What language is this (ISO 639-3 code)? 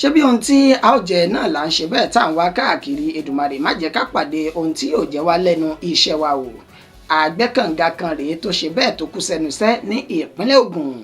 yor